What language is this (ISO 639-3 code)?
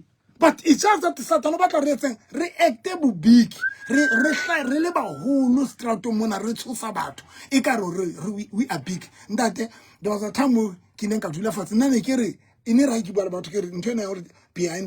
sot